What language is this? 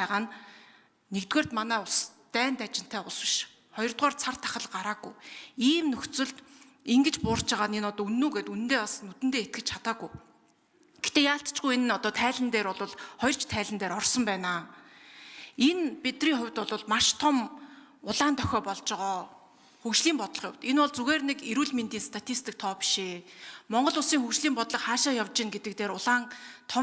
Mongolian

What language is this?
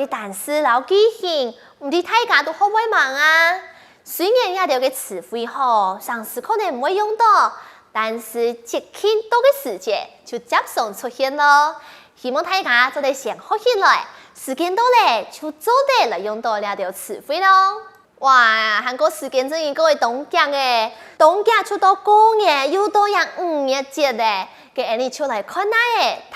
Hakka Chinese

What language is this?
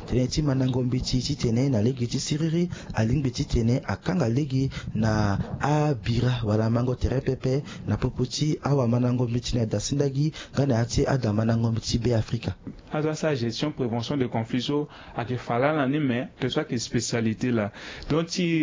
Sango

